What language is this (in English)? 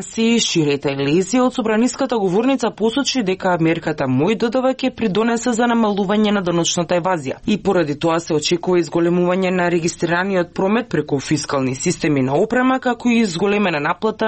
Macedonian